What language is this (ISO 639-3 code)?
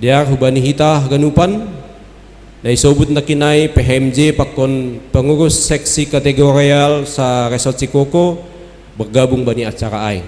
bts